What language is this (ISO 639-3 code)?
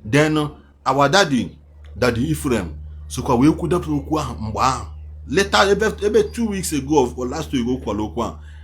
ibo